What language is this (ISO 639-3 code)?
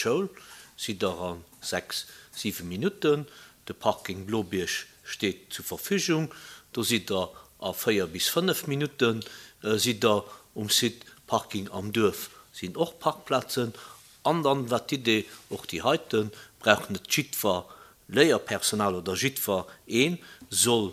ltz